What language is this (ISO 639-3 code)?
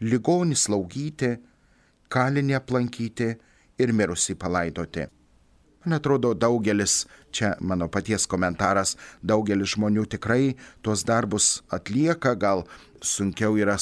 lit